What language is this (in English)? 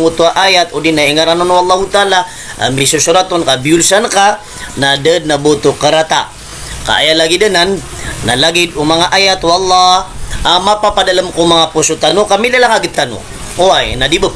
Maranao